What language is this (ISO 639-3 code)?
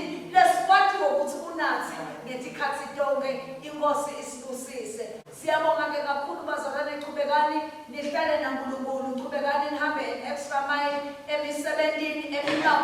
ssw